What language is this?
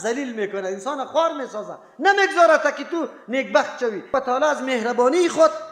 Persian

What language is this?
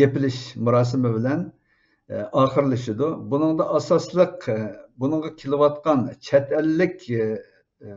Uyghur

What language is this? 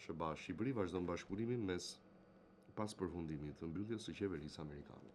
Albanian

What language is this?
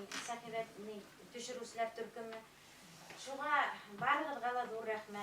Bashkir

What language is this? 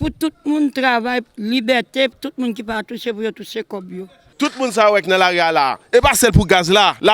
Haitian Creole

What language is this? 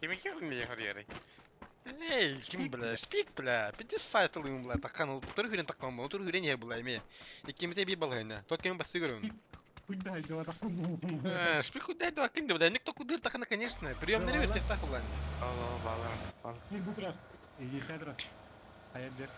Yakut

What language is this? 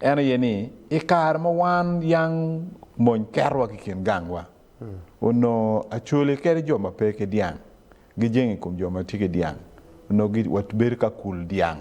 Acoli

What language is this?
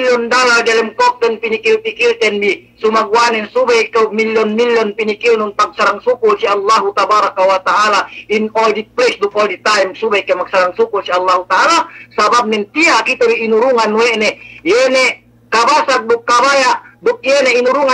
Yakan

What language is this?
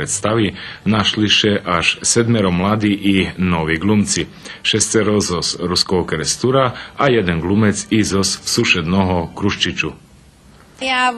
Rusyn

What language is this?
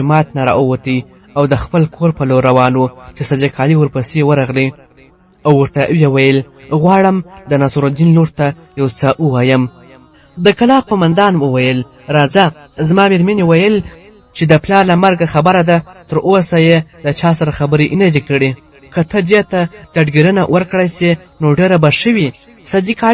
Pashto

